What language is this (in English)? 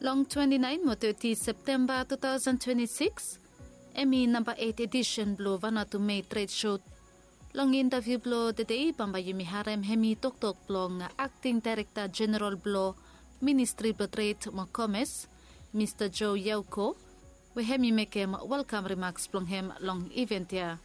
Bislama